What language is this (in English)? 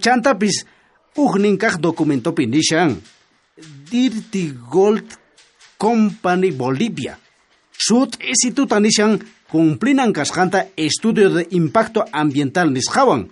South Bolivian Quechua